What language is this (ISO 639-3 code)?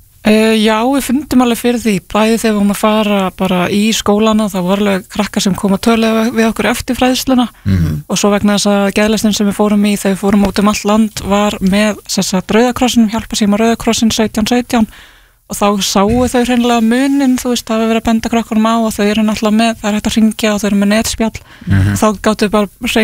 isl